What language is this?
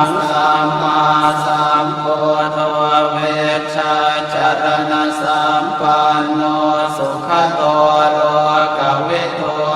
Pali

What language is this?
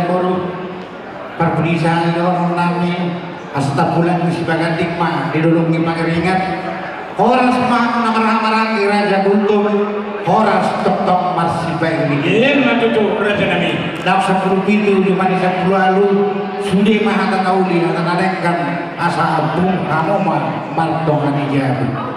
Batak Toba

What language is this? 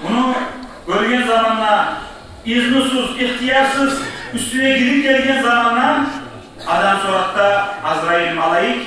Kumyk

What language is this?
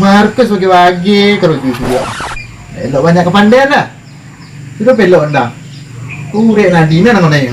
Minangkabau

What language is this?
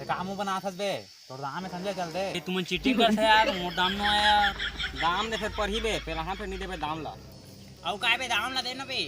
Chhattisgarhi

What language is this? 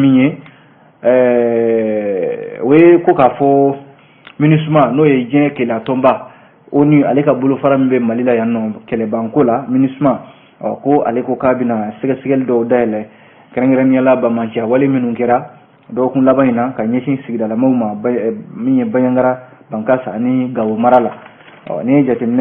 Bambara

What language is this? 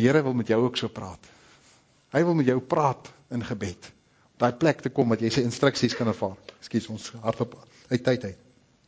Afrikaans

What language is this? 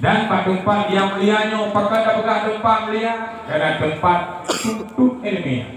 Achinese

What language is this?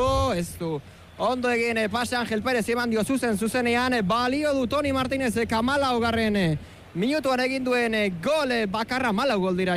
Basque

